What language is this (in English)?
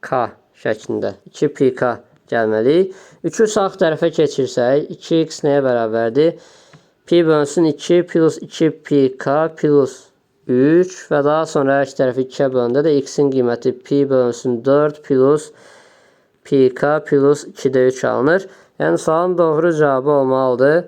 Azerbaijani